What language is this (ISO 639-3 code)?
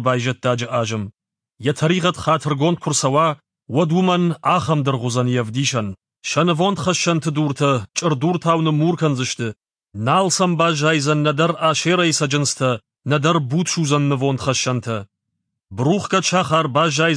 oss